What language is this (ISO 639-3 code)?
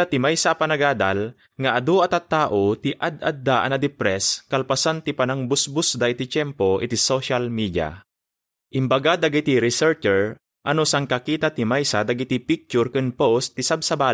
ilo